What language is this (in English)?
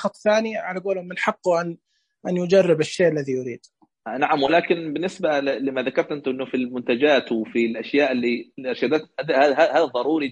Najdi Arabic